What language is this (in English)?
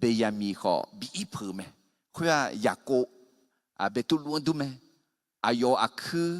Akha